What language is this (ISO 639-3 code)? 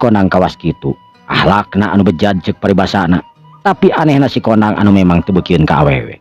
sun